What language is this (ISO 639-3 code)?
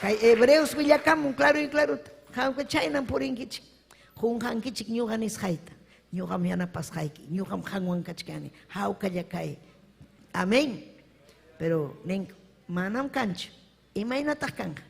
quy